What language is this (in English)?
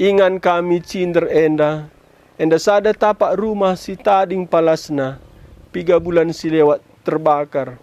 Batak Karo